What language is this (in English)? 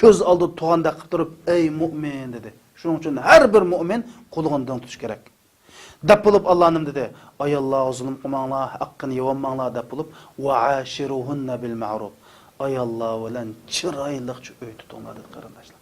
Uyghur